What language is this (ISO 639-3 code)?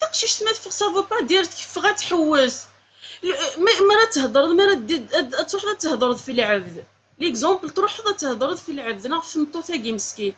kab